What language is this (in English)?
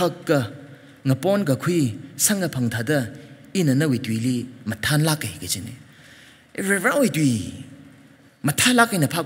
Tangkhul Naga (India)